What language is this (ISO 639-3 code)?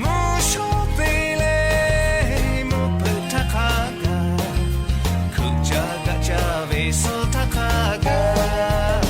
lhu